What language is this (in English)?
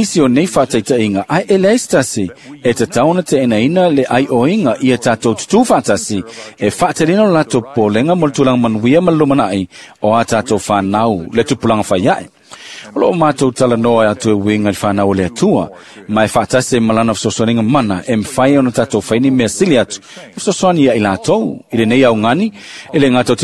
Samoan